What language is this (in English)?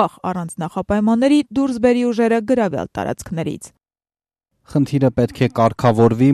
Armenian